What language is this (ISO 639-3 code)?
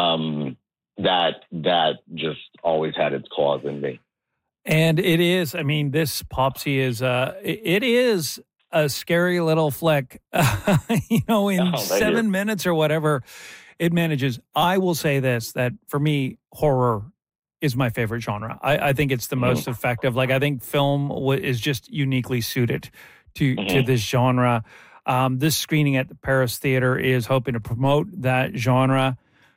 eng